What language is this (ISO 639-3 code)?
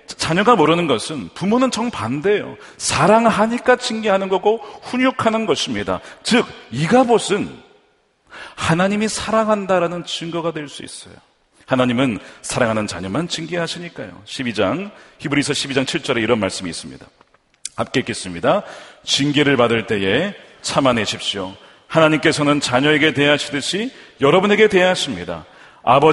kor